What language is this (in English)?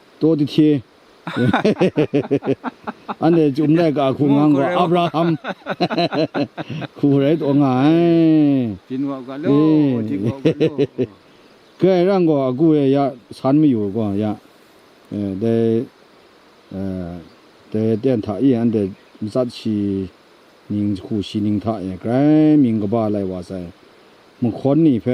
Kachin